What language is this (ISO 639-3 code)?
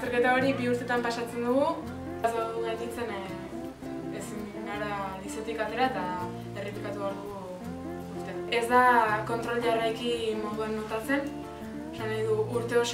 eus